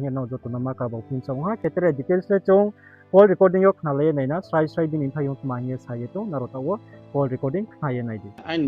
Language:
Riang (India)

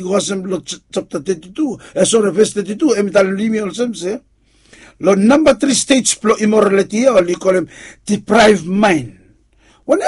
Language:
Bislama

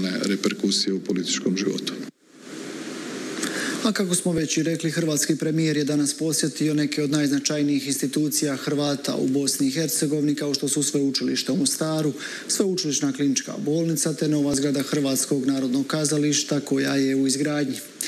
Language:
Croatian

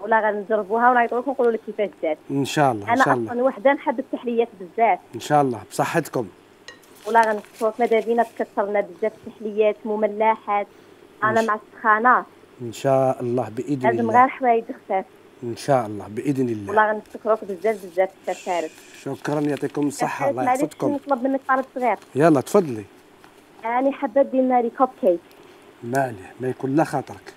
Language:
Algerian Arabic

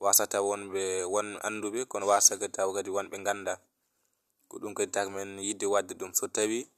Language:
Fula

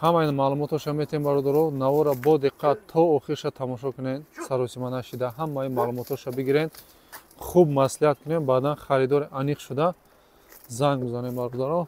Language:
Tajik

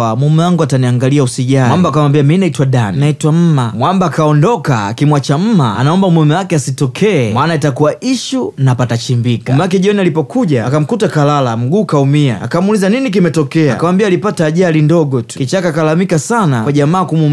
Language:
Swahili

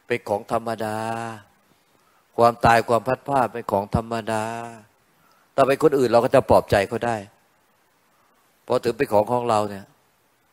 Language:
Thai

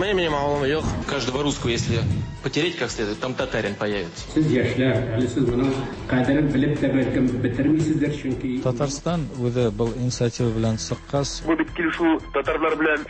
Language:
Tatar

